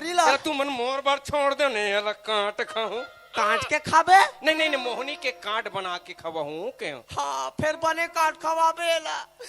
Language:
Chhattisgarhi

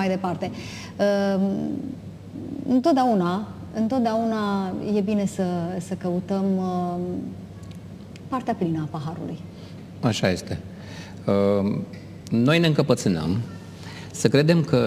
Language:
Romanian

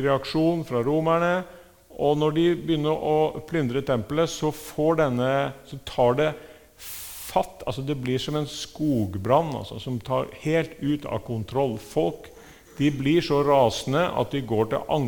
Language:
Norwegian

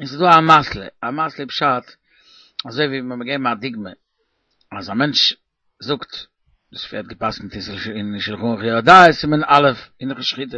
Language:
Yiddish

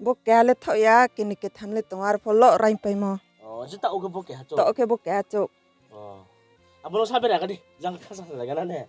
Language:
Riang (India)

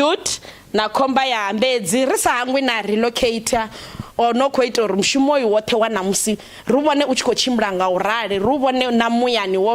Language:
Venda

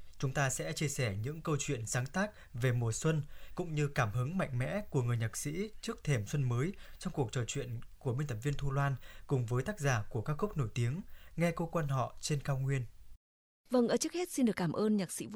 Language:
Vietnamese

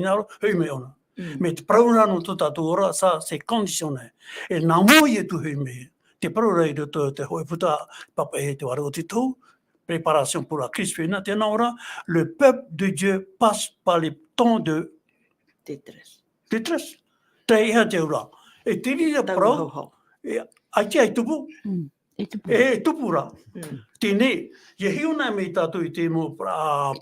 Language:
Tahitian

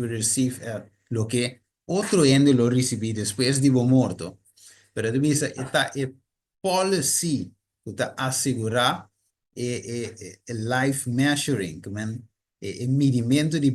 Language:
Papiamento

